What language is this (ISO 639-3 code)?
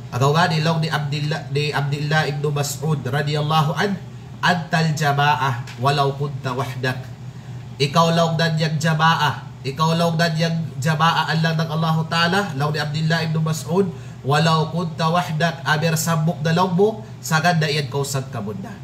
kqe